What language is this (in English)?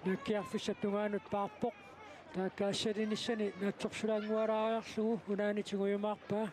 Kalaallisut